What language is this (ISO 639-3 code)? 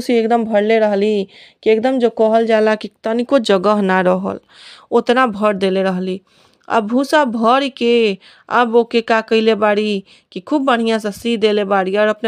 bho